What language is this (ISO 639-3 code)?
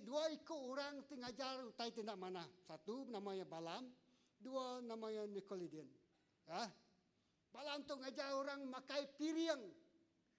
iba